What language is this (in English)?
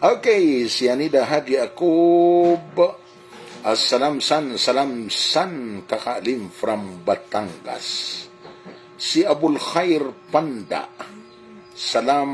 Maranao